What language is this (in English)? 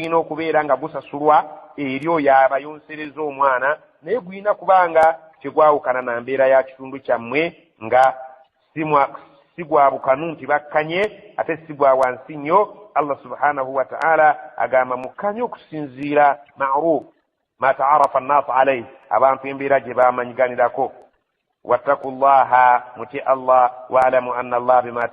Ganda